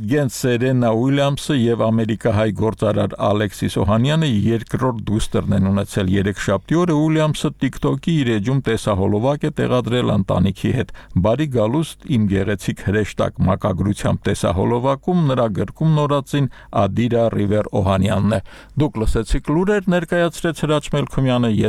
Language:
Armenian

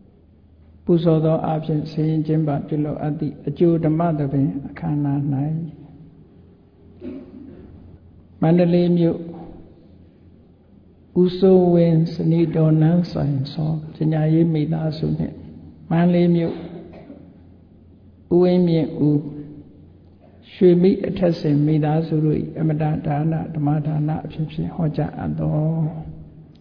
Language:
Burmese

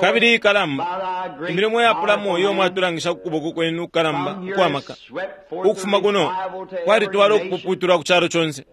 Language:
Bemba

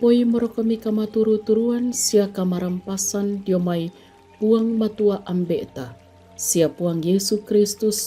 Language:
Toraja-Sa'dan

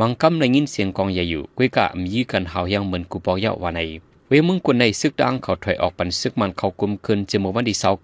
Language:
Shan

